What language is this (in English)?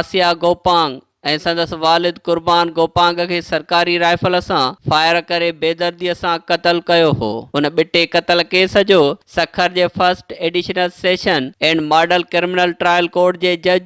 Sindhi